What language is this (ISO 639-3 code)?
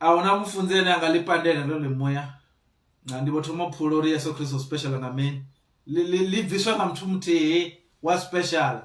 ven